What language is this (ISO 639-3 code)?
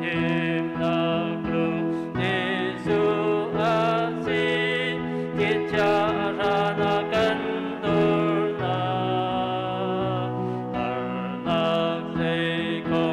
cnh